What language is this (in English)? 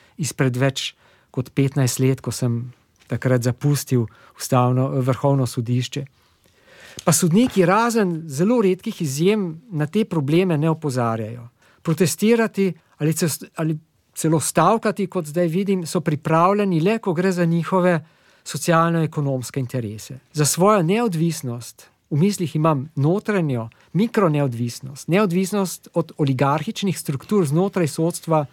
Slovenian